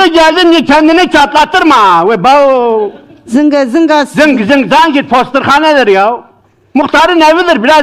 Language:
Zaza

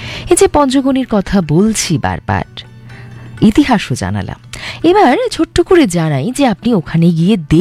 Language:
Bangla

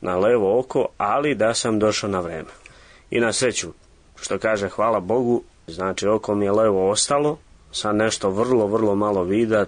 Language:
Serbian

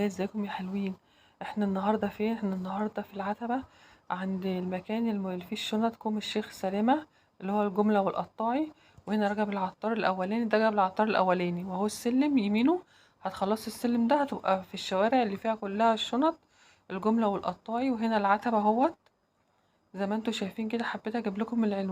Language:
Egyptian Arabic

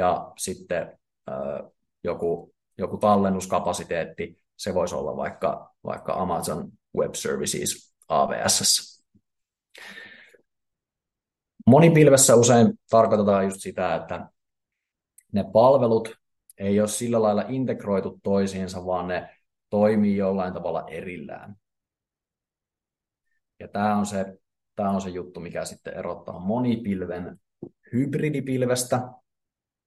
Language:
Finnish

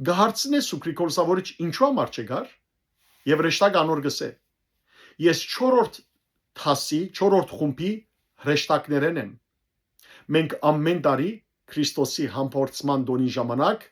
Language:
Western Armenian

